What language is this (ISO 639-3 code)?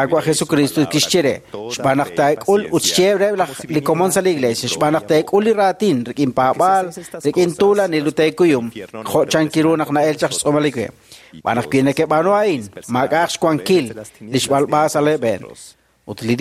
kek